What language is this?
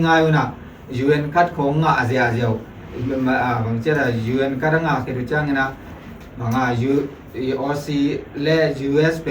Tedim Chin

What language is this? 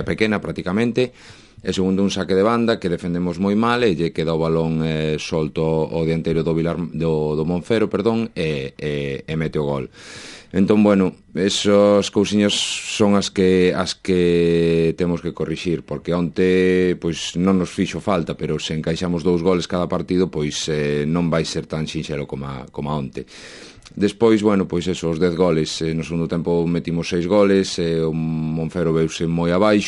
Galician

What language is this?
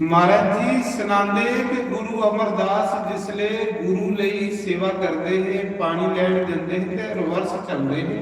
Dogri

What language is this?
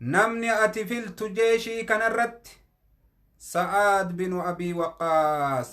Oromo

